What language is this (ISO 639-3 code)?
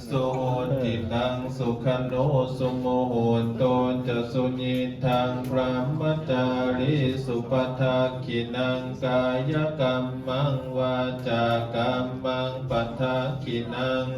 pli